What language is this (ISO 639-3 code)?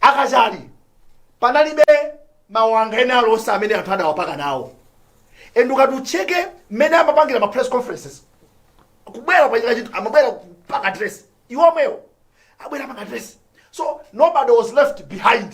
nya